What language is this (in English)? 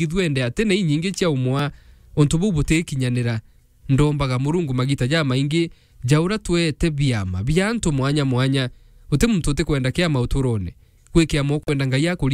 Meru